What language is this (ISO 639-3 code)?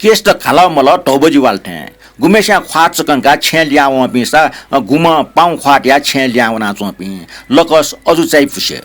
new